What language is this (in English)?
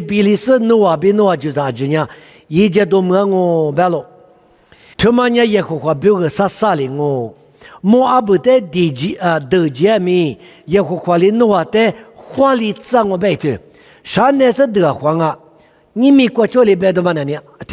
Lisu